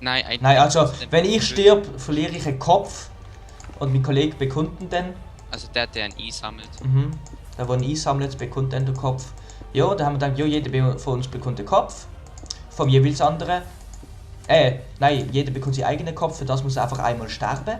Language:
Swiss German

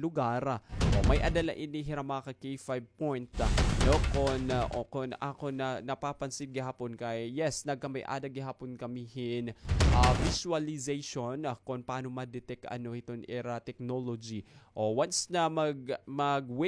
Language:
Waray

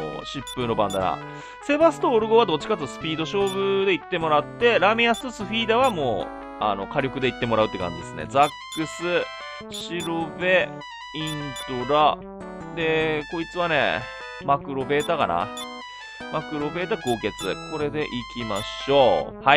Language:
Japanese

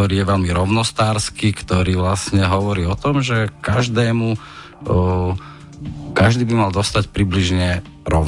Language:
Slovak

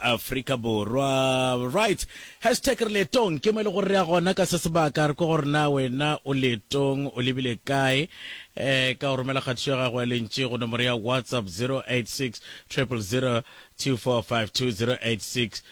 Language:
Northern Sotho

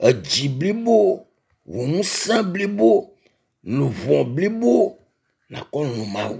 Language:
Ewe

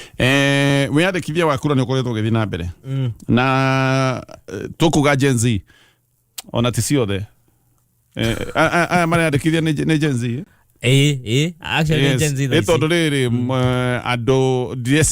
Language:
Kikuyu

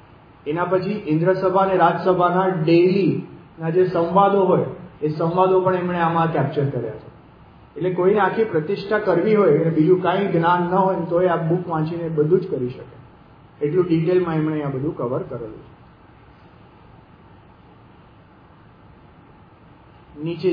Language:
Gujarati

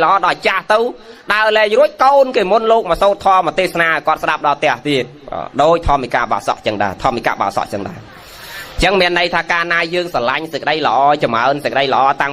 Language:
Khmer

